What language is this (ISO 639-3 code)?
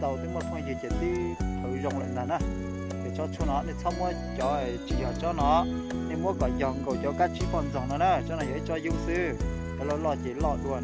hmn